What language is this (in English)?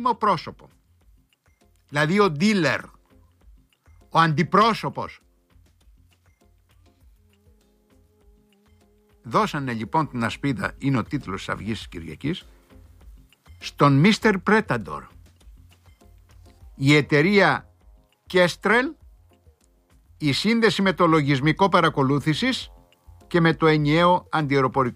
Greek